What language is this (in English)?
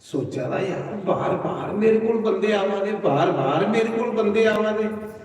Dogri